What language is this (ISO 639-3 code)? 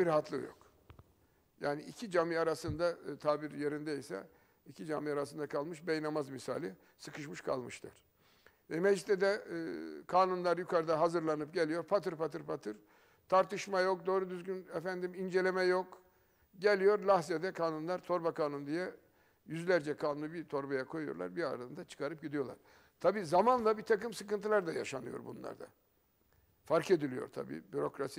tur